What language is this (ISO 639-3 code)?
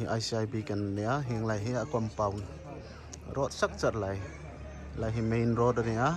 hmr